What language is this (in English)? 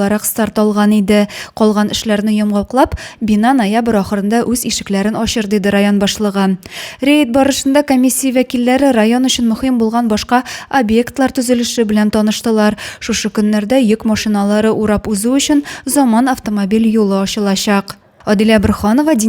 Tatar